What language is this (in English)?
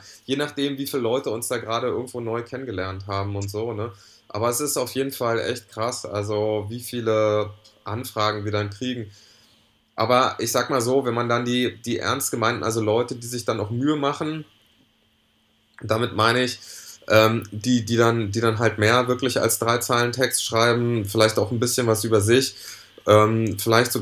German